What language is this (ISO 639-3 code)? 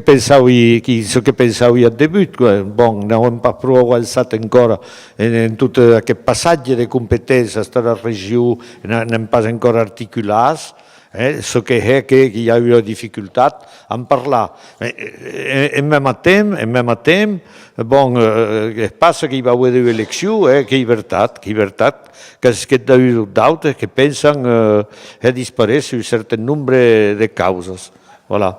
oci